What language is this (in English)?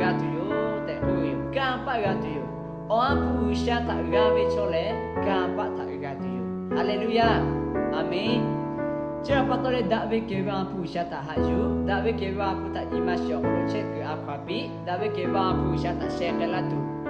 Lahu